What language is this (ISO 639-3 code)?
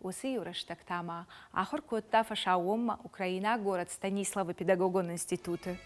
oss